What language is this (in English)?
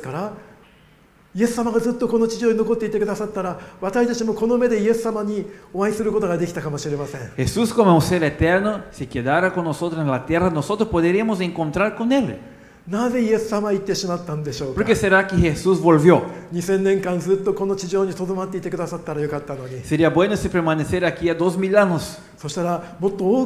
Japanese